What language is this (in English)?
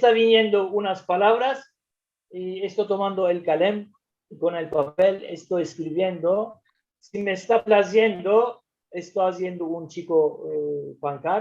Ladino